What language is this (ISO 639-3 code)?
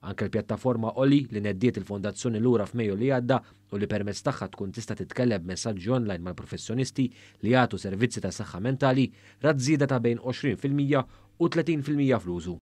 mlt